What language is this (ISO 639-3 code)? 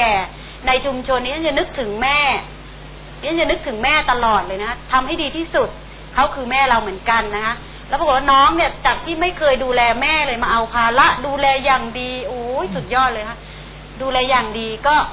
tha